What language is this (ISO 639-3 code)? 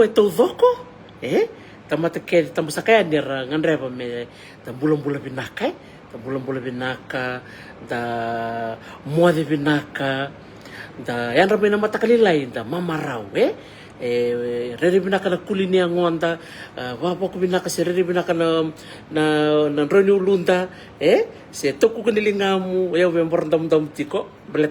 fij